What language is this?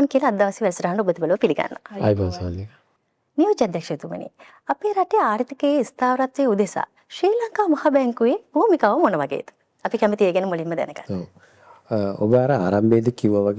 Sinhala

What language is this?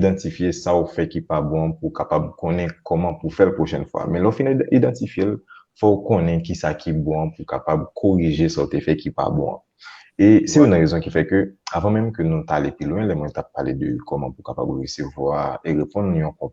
Haitian Creole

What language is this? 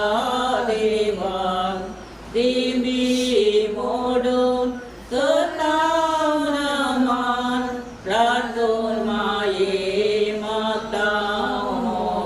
Konkani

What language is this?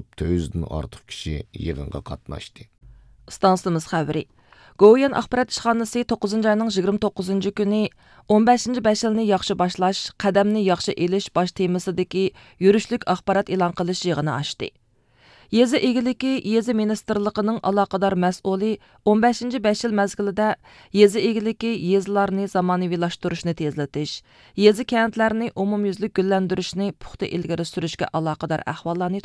Uyghur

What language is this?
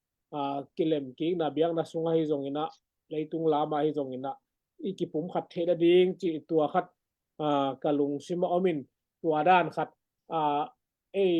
Tedim Chin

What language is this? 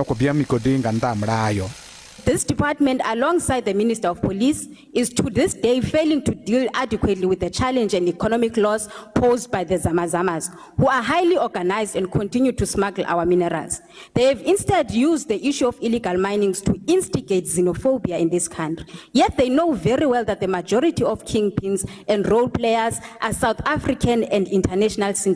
Venda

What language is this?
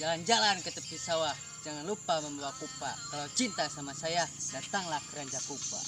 Sundanese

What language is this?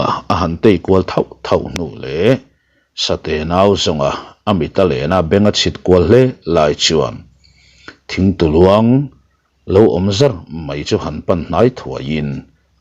Mizo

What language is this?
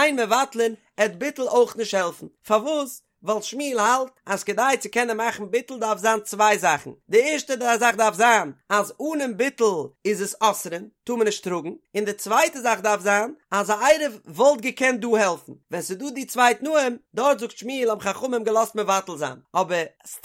Yiddish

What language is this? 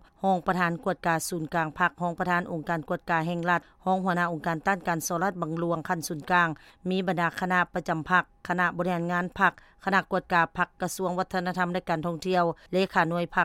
Lao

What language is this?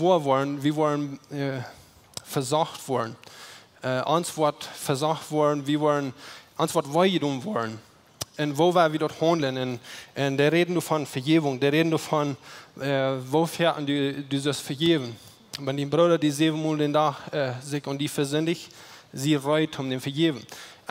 Plautdietsch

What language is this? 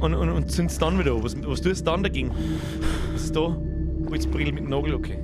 Bavarian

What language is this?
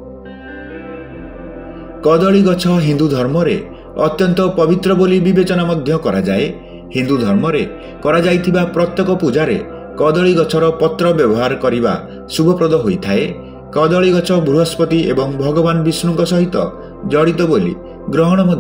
Odia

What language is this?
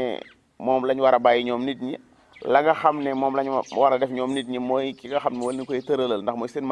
Wolof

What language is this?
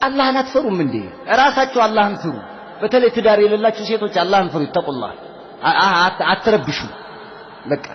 Amharic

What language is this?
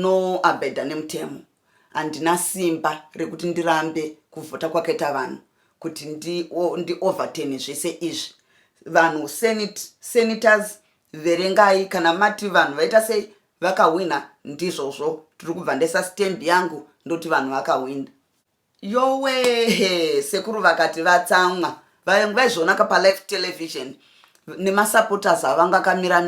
Shona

